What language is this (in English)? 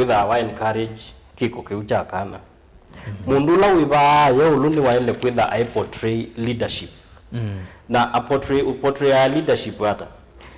Kamba